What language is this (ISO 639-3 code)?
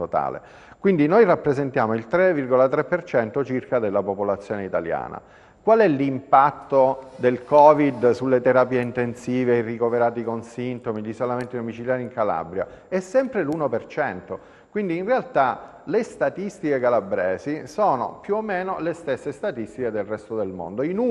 ita